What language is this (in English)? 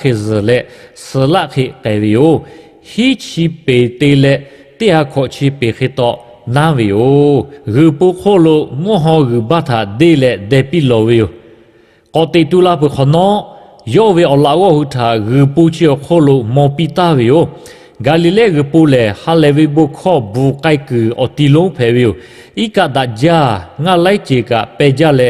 Lahu